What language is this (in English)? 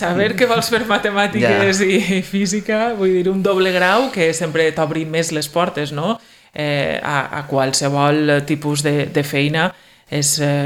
Catalan